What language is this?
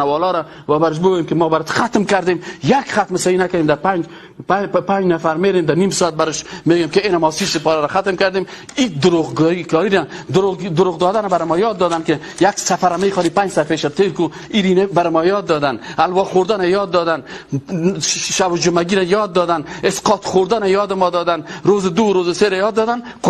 Persian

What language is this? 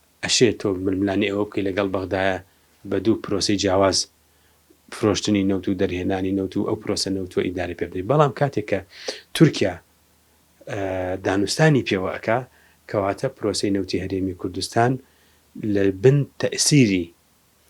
Central Kurdish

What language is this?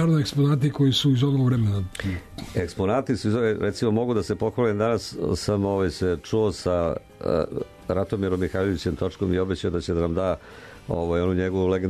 Serbian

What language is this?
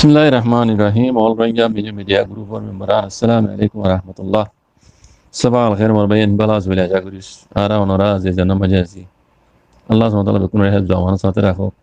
Rohingya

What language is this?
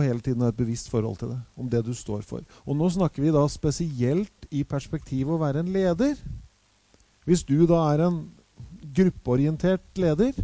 Norwegian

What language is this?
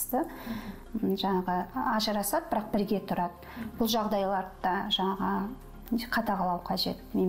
Kazakh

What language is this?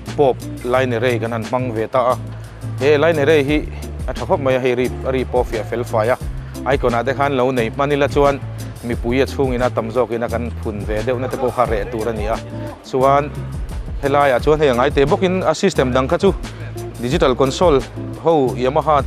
Mizo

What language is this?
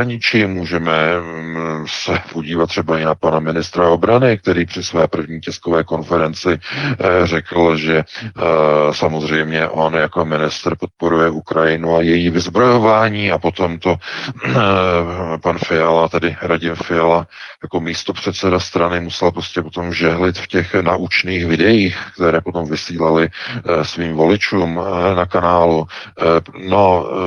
Czech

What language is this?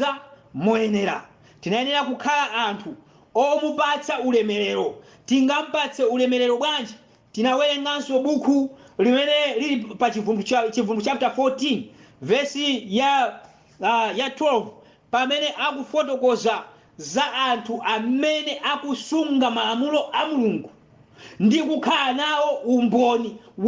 Nyanja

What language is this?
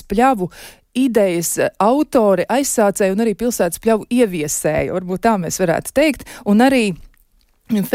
Latvian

